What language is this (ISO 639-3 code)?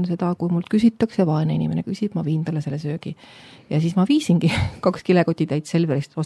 est